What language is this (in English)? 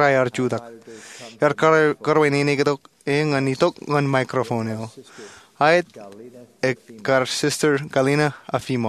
Marshallese